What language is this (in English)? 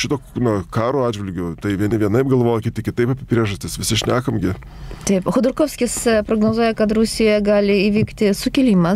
Lithuanian